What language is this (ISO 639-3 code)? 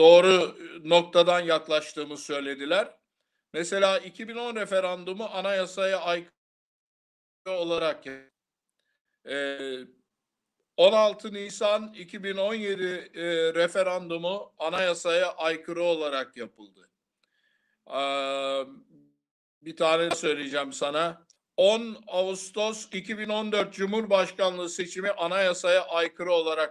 tur